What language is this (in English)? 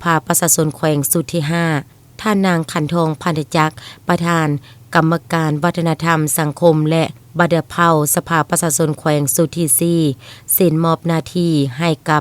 Lao